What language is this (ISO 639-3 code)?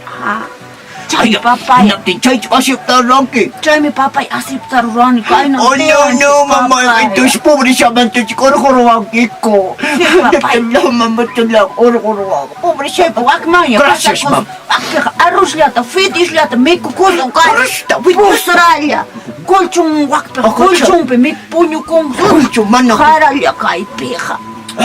que